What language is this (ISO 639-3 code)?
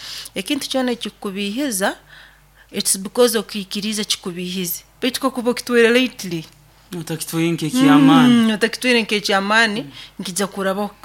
nyo